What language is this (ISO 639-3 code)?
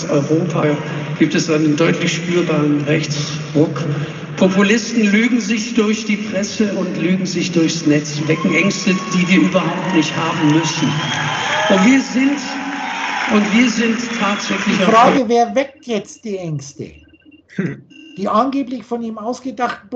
deu